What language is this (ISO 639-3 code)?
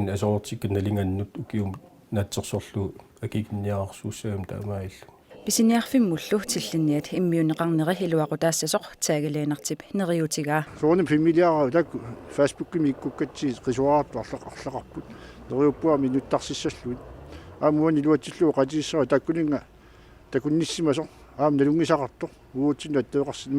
kal